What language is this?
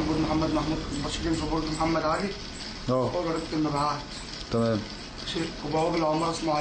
Egyptian Arabic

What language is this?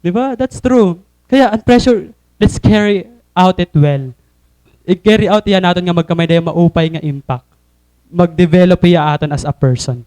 Waray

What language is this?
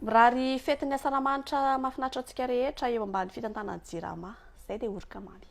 Malagasy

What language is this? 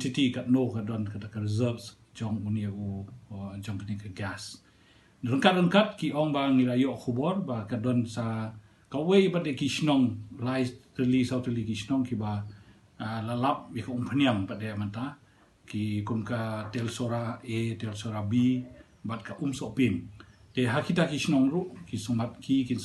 Khasi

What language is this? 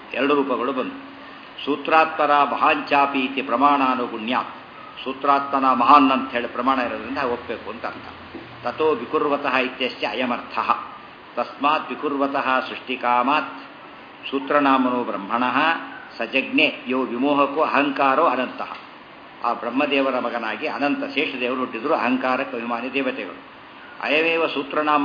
Kannada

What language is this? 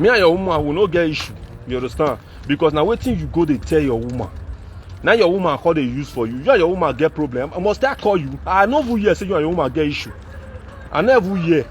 Nigerian Pidgin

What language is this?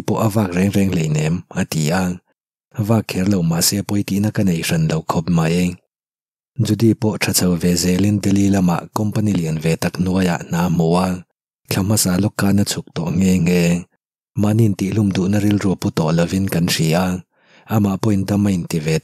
Mizo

